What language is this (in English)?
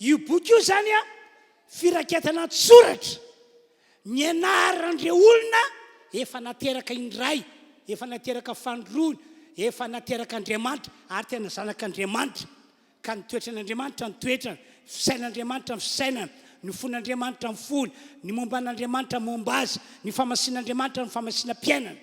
Malagasy